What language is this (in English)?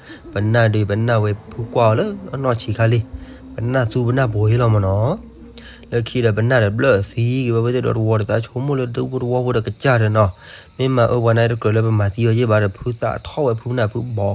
S'gaw Karen